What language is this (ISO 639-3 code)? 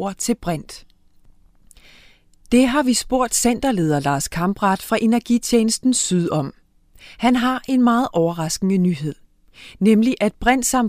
dan